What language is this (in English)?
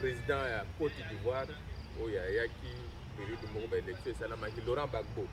Lingala